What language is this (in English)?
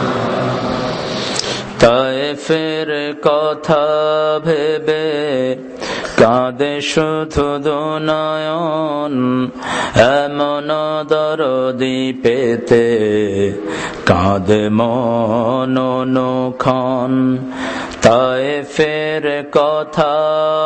Bangla